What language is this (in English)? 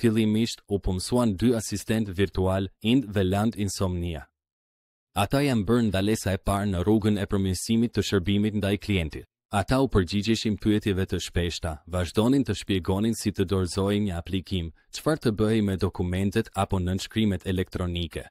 Albanian